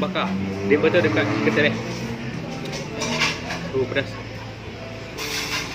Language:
Malay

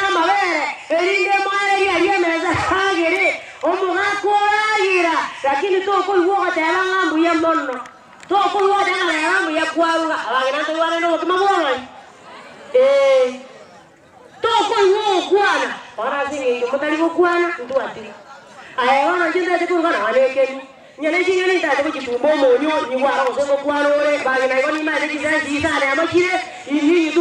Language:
Gusii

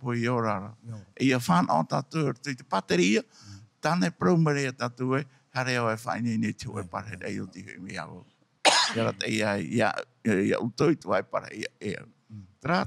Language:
Tahitian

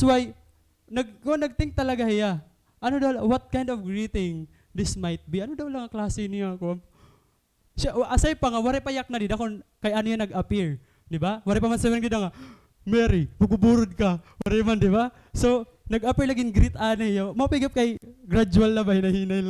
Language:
Waray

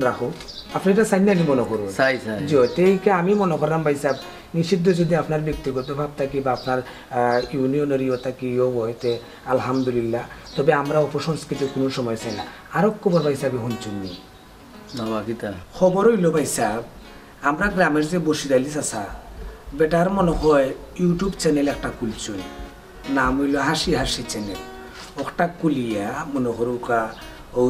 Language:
Sylheti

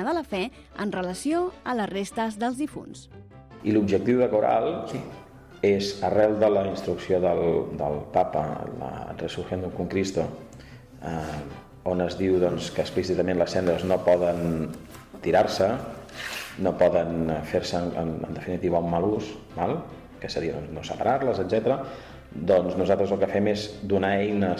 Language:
Catalan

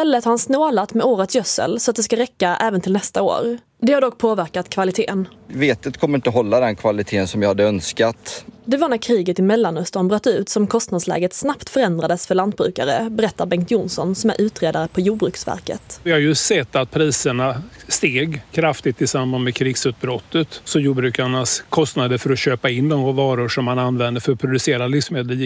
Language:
Swedish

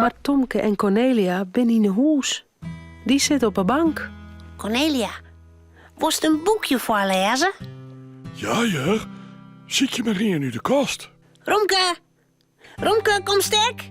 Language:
Western Frisian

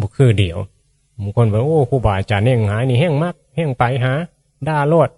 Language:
Northeastern Thai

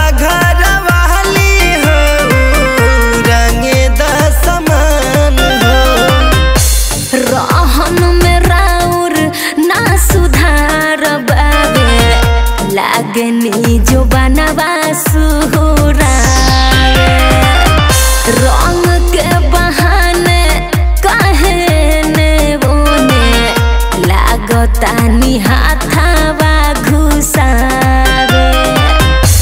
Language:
Bhojpuri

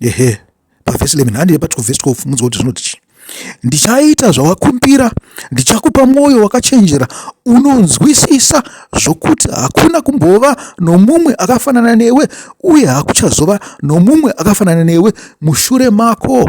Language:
Shona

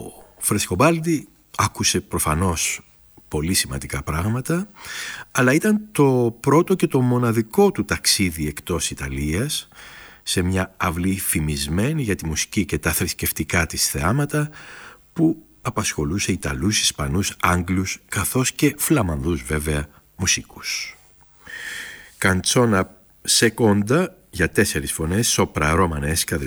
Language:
Greek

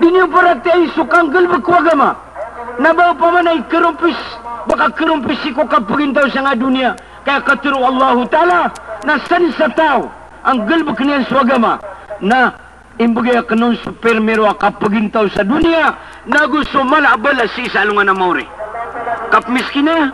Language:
Maranao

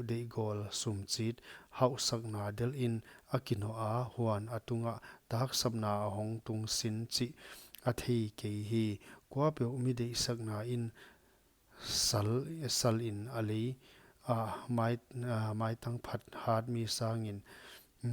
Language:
Paite Chin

